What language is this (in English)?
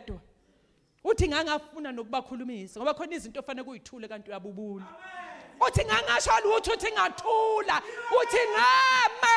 Zulu